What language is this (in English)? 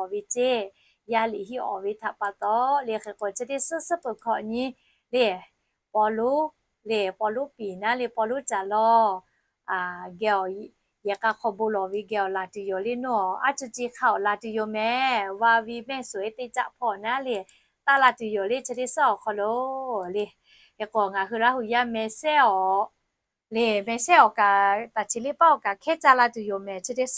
Lahu